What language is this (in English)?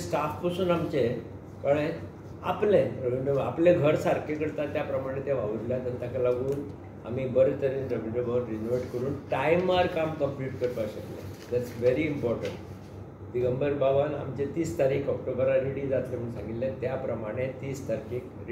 Konkani